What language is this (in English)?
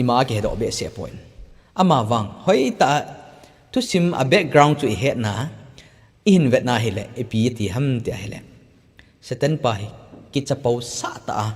Thado Chin